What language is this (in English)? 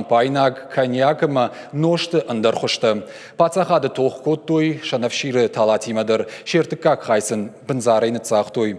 Ossetic